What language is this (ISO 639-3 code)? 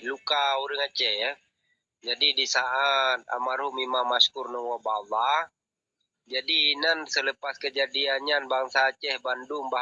ace